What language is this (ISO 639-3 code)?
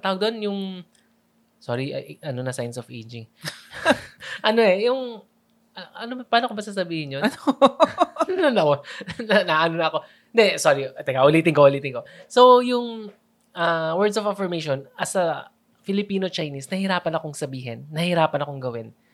fil